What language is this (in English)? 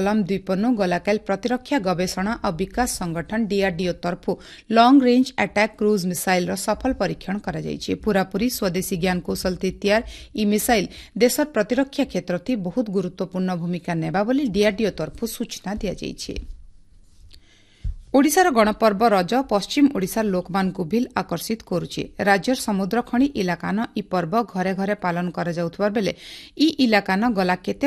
Odia